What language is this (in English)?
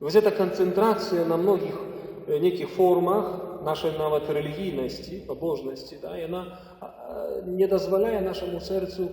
Belarusian